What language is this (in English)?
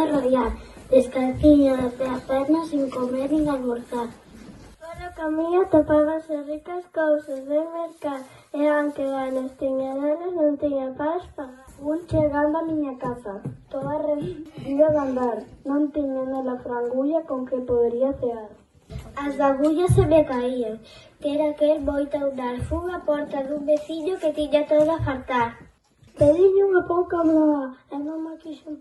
Galician